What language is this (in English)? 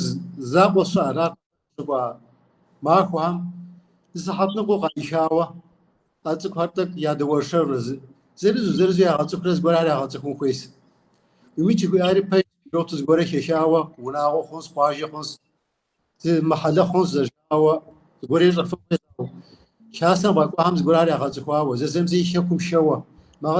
Kabardian